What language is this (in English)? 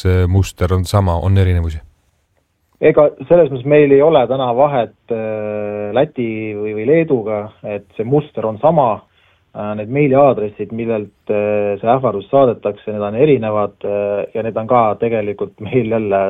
Estonian